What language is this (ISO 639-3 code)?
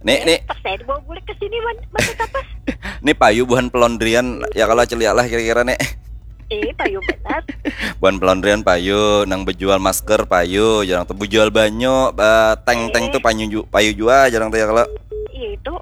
bjn